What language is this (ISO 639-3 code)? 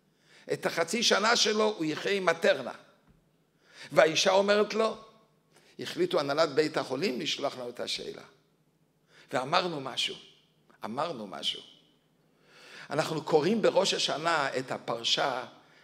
heb